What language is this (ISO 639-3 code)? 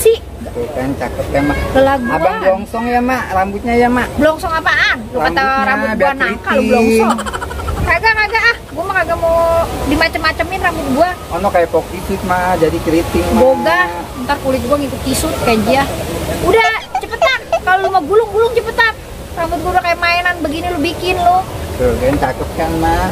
bew